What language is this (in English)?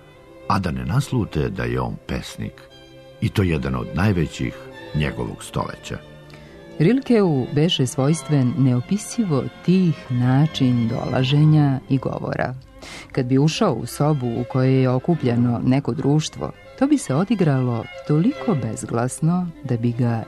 Serbian